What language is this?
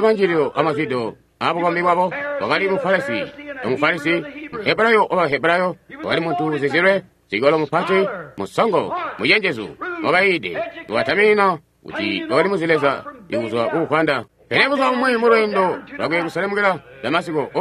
Tonga (Zambia)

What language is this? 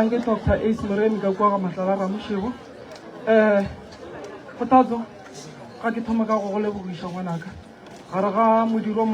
Northern Sotho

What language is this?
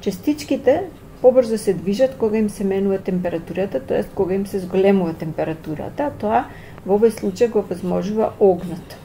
Macedonian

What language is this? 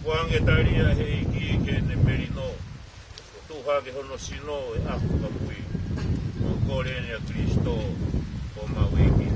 Tongan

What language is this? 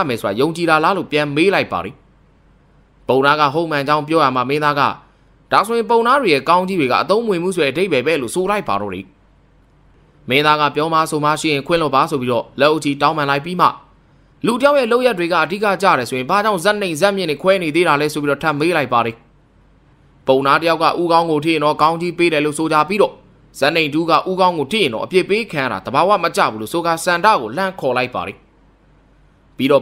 Burmese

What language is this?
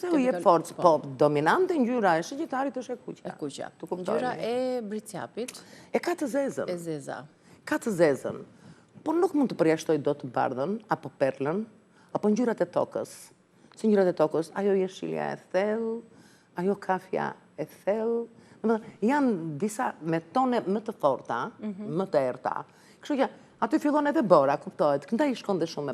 Albanian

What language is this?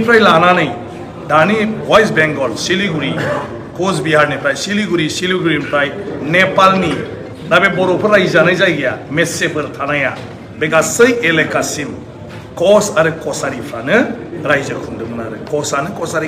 Bodo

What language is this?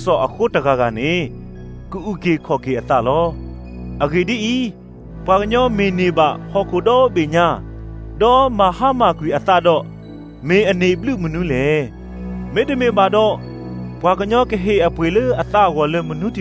Burmese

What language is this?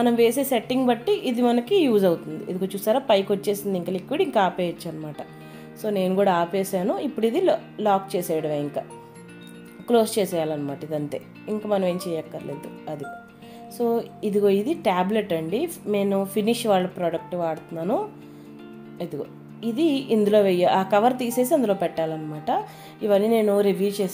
Telugu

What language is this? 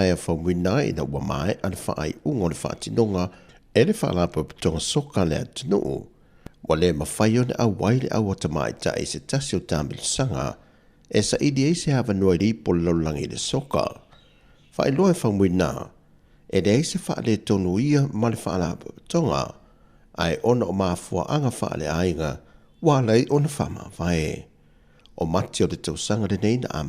Samoan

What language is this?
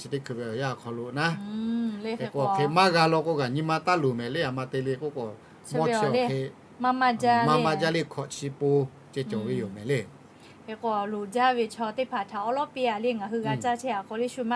Lahu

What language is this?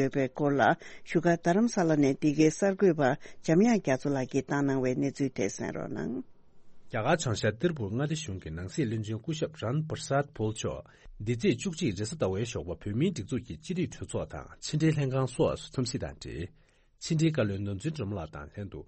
Tibetan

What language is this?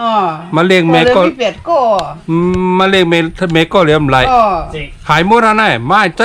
Shan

